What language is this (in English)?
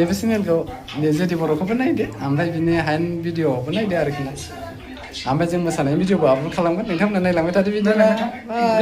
Bodo